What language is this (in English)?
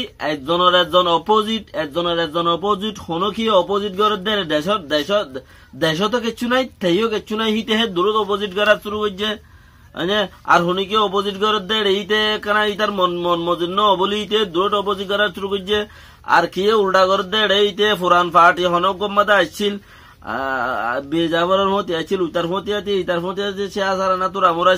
Rohingya